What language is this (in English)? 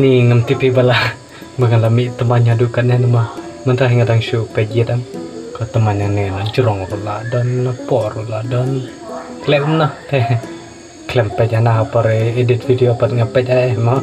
Khasi